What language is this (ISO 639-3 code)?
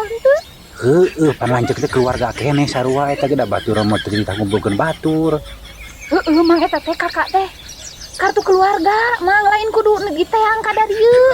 sun